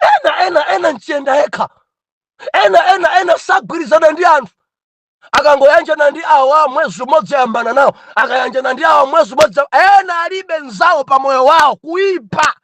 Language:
Nyanja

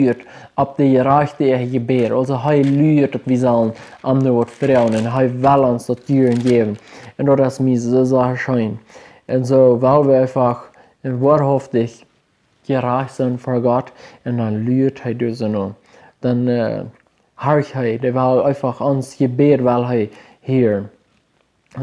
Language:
Plautdietsch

